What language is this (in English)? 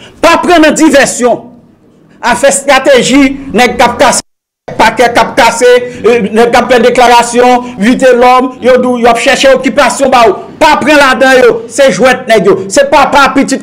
Haitian Creole